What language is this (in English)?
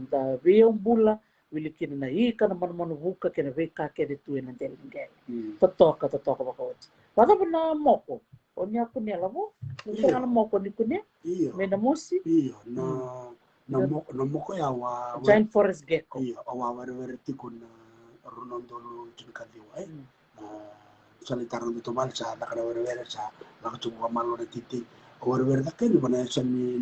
Fijian